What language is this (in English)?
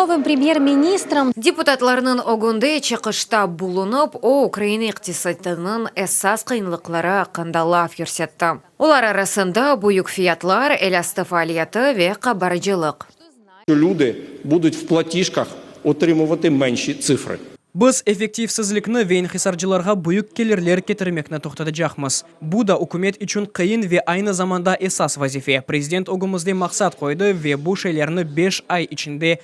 Crimean Tatar